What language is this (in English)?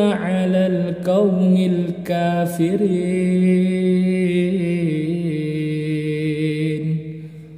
Arabic